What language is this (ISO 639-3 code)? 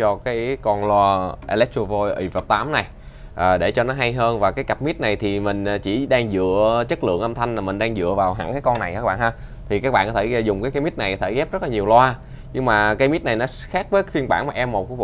vie